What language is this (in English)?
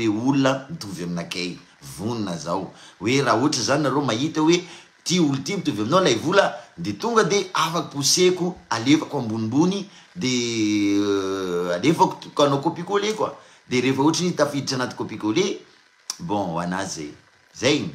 Malagasy